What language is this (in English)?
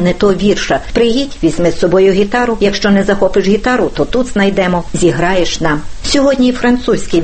Ukrainian